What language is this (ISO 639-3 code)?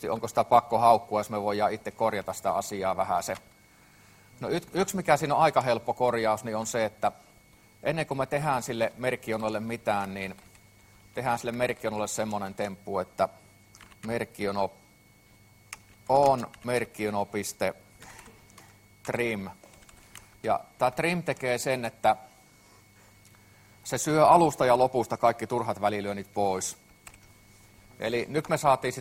fin